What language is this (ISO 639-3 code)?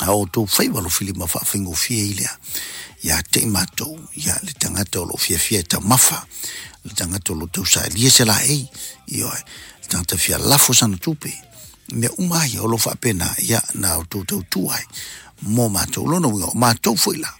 smo